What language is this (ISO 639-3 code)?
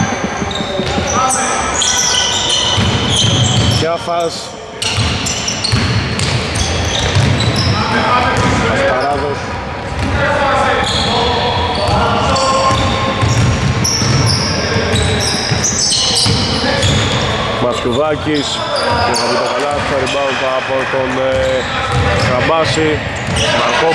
ell